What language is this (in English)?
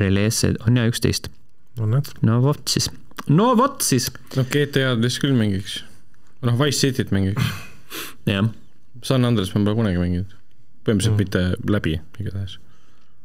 Estonian